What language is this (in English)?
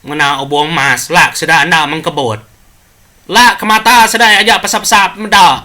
Iban